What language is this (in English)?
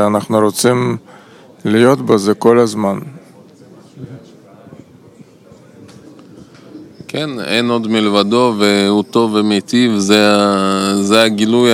Hebrew